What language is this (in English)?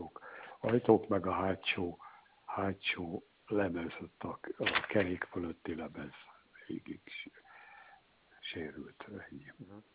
Hungarian